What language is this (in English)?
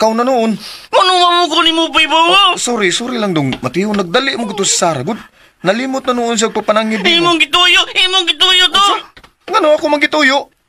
Cebuano